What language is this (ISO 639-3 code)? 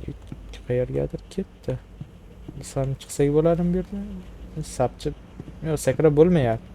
uzb